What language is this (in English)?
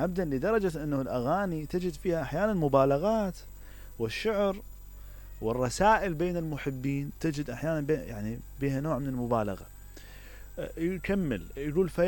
Mesopotamian Arabic